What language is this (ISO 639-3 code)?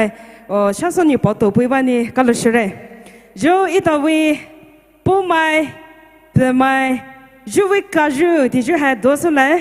pmx